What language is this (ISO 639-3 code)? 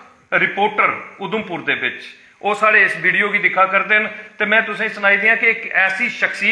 doi